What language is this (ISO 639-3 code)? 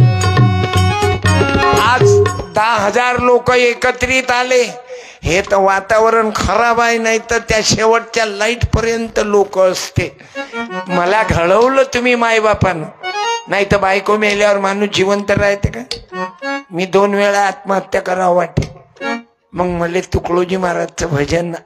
mar